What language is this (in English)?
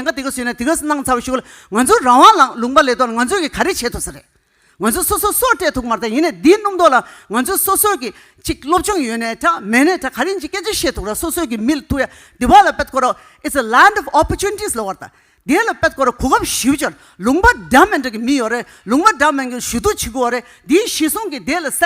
Tibetan